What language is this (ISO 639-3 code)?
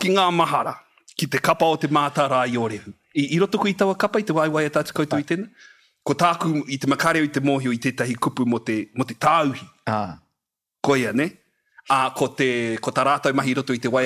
mri